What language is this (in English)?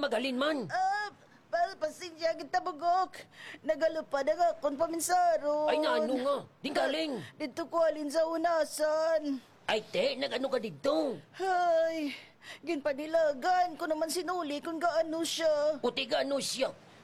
Hiligaynon